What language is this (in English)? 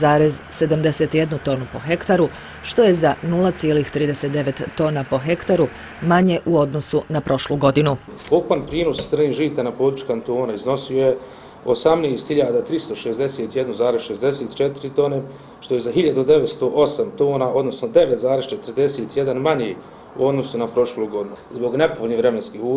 Bosnian